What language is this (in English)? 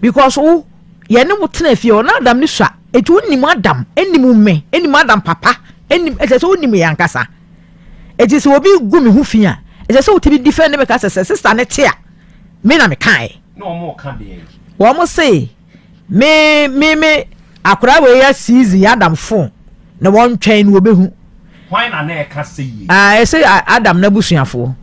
Akan